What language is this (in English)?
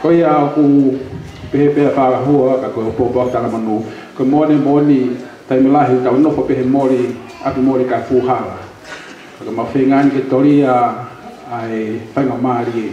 Tongan